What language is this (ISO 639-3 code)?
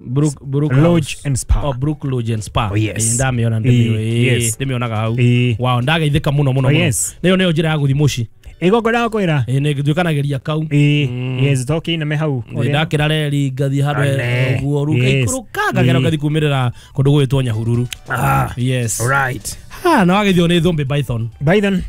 kik